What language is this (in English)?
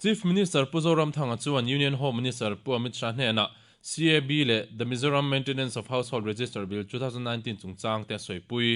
Mizo